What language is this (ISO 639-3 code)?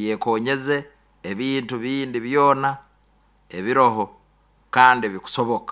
nyo